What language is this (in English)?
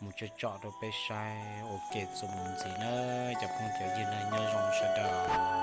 Hmong